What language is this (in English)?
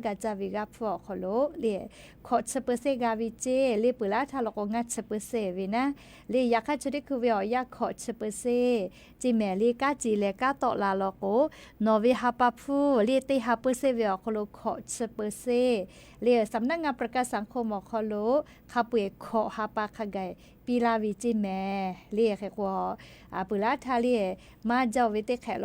Lahu